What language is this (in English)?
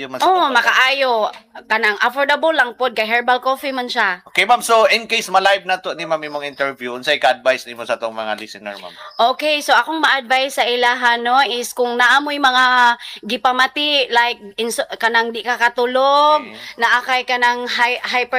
Cebuano